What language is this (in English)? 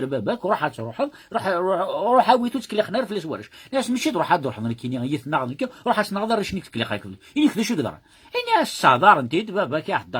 Kabyle